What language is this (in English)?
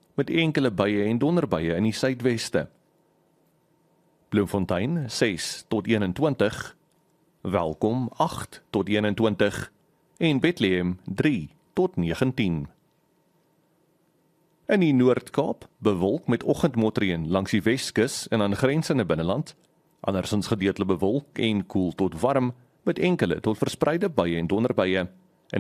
Afrikaans